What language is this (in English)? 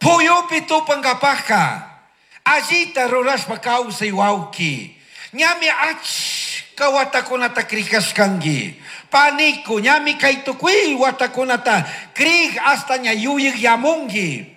Chimborazo Highland Quichua